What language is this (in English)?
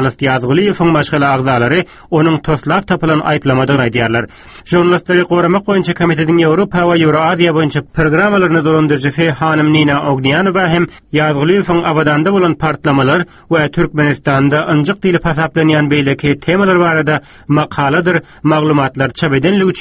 Turkmen